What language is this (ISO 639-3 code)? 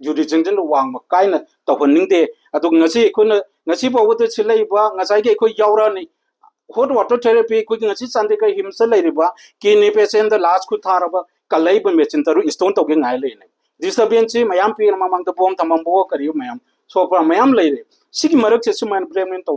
mni